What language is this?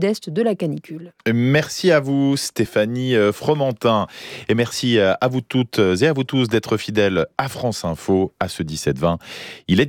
French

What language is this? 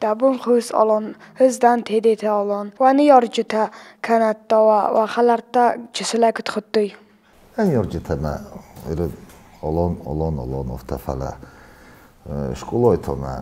Ossetic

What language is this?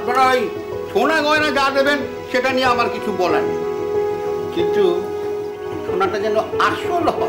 Bangla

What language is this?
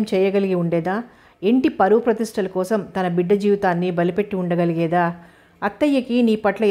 Telugu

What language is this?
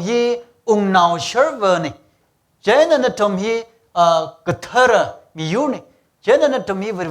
Tangkhul Naga (India)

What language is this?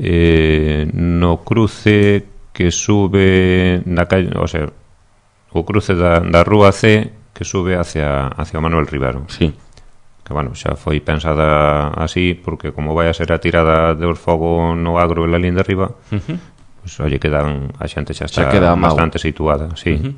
Galician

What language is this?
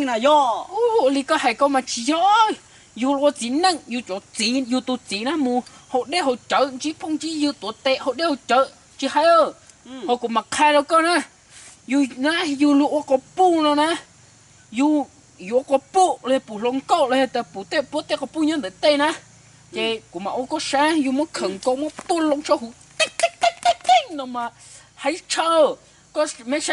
Hmong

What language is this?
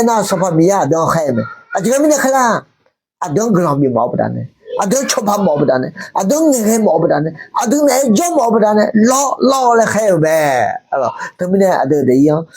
Akha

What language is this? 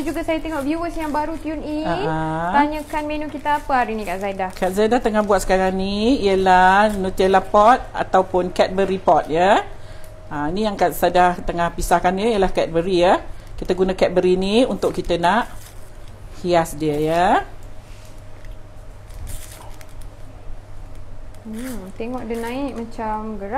Malay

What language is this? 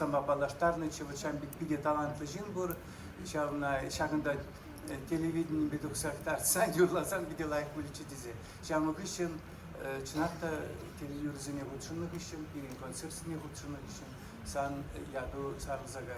Chuvash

